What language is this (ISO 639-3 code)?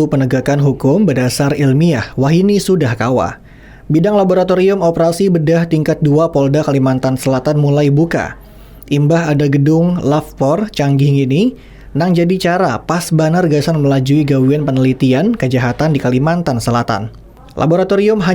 bjn